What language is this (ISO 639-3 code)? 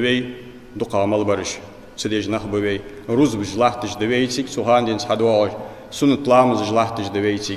inh